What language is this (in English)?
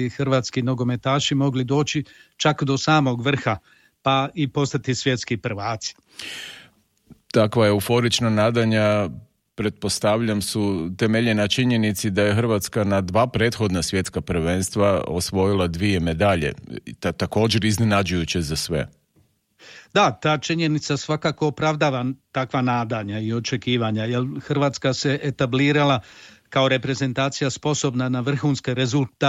Croatian